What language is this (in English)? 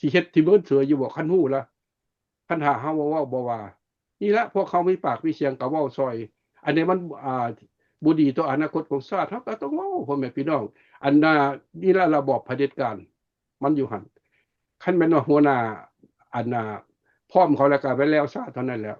Lao